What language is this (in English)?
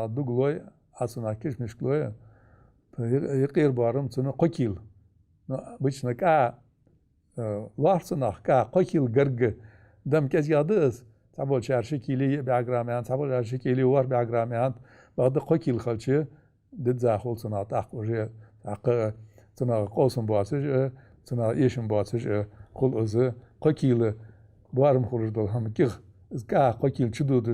Ingush